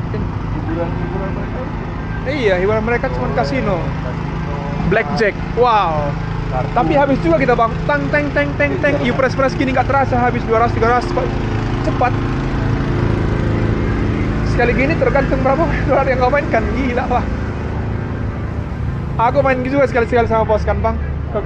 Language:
Indonesian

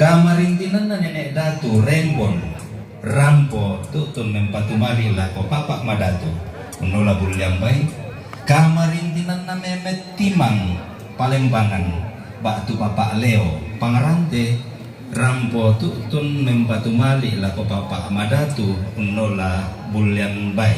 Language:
Toraja-Sa'dan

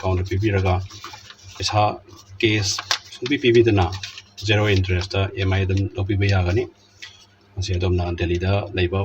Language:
Manipuri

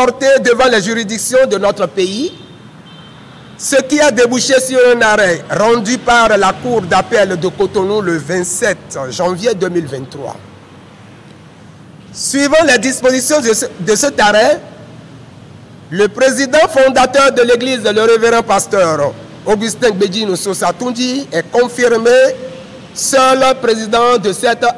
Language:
French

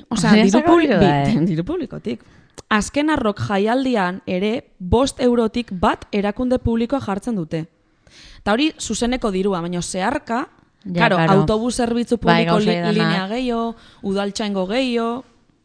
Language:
Basque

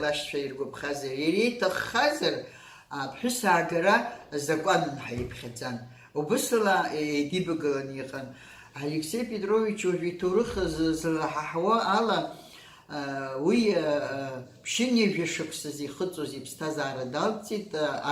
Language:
Abkhazian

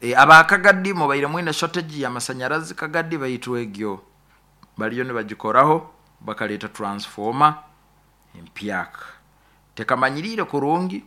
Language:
Nyoro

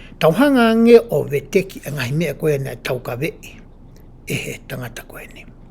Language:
Tongan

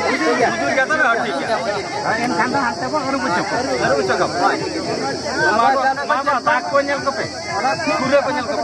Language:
Santali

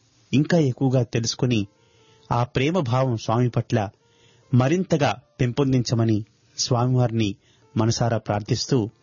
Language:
Telugu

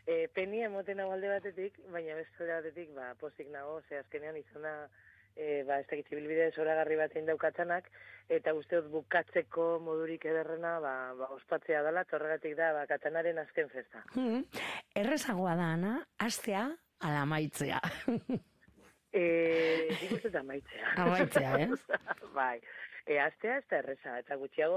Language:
Basque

